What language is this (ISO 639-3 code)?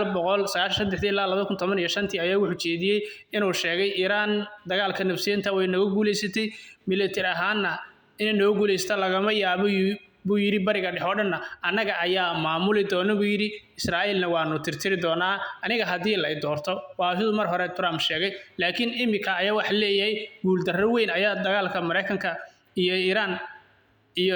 som